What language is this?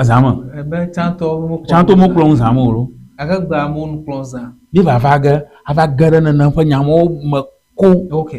Ewe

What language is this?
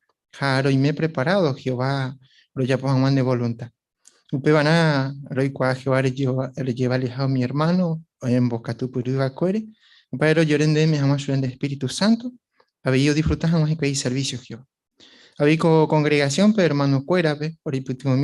Guarani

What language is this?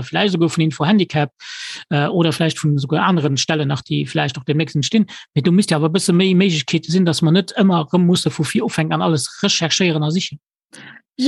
Luxembourgish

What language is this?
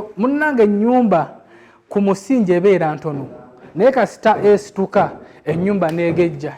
Ganda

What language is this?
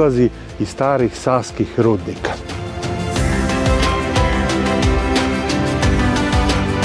Serbian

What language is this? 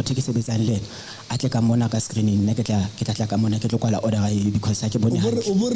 Southern Sotho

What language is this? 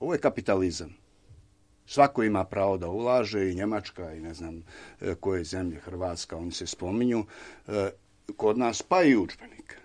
Serbian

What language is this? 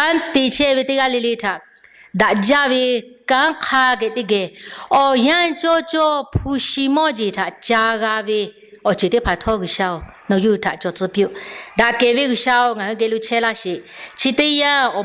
Lahu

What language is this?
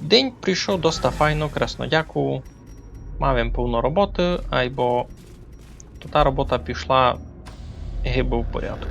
Rusyn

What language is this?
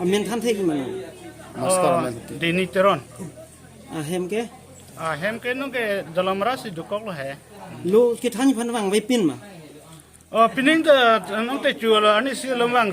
Karbi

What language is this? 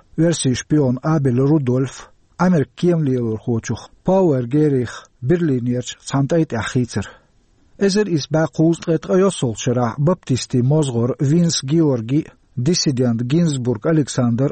Chechen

